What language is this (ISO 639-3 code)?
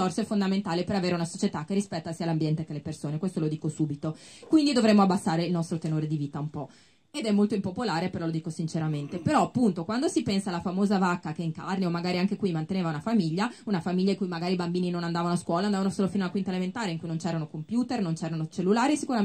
ita